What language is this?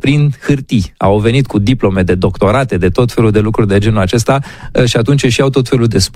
Romanian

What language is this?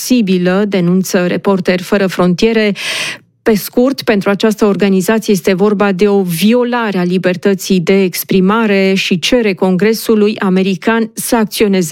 Romanian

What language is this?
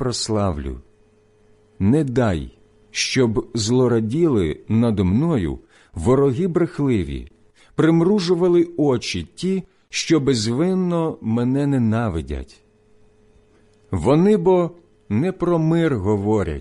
Ukrainian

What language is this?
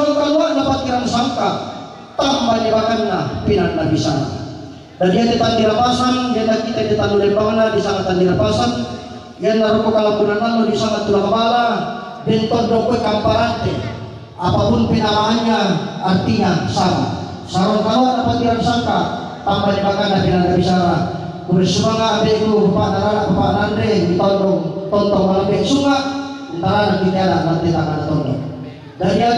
Toraja-Sa'dan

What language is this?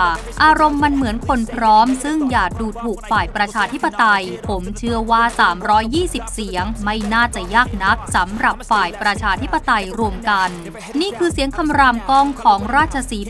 Thai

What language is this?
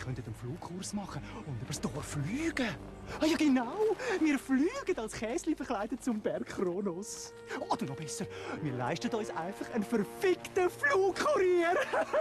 Swiss German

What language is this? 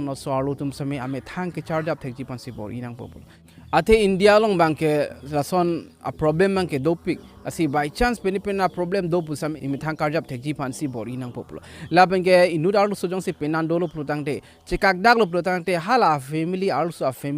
Karbi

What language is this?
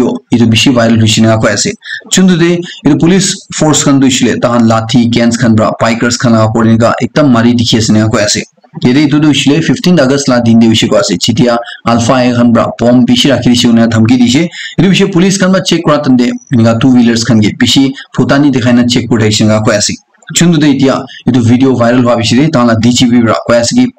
Naga Pidgin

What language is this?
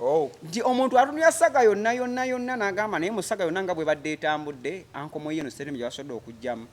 Ganda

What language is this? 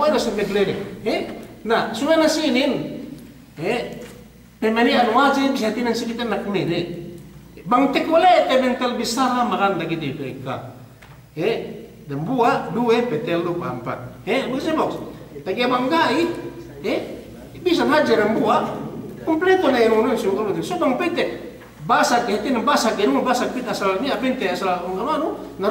Yakan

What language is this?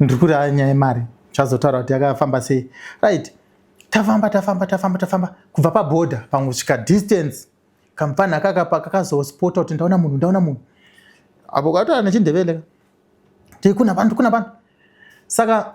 Shona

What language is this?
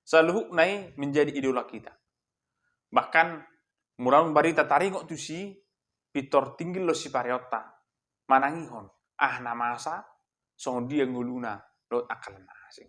Batak Toba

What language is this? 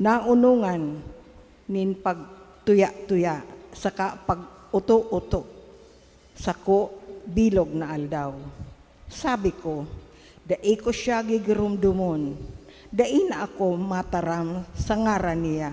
Bikol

